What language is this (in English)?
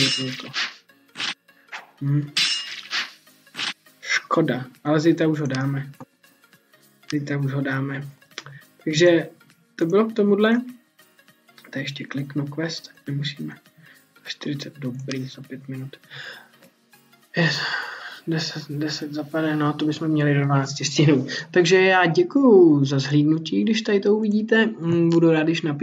Czech